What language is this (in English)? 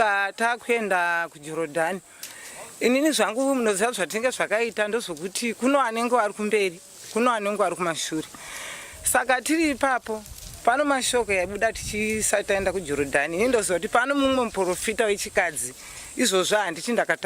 Shona